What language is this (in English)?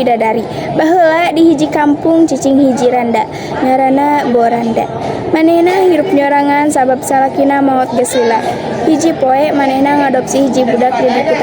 Sundanese